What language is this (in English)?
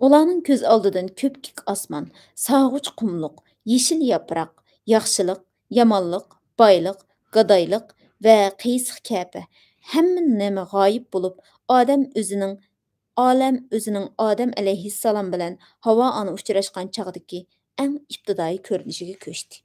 Uyghur